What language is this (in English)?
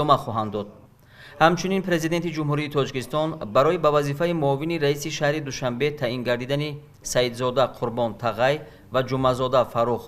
Tajik